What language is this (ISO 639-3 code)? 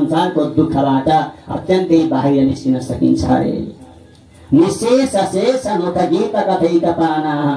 nep